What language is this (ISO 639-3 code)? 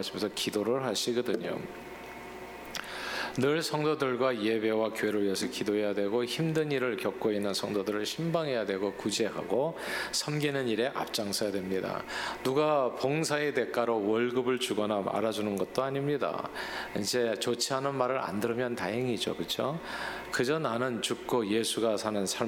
kor